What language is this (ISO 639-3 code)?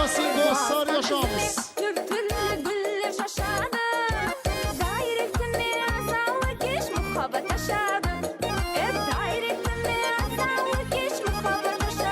kaa